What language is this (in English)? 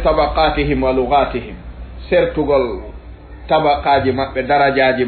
Fula